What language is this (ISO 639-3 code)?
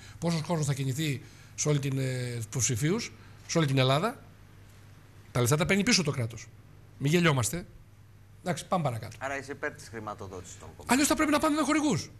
ell